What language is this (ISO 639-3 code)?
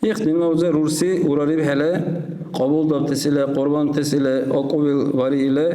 dar